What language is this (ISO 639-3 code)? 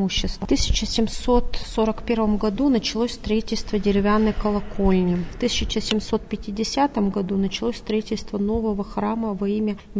rus